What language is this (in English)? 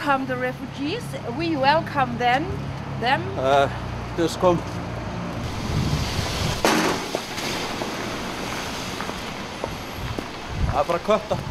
Icelandic